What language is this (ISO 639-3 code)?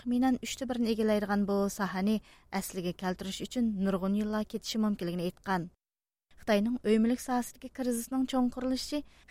uig